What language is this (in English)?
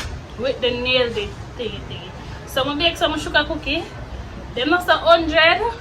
Jamaican Creole English